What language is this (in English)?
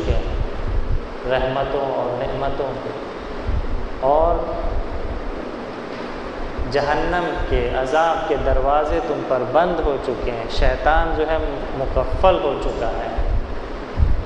Urdu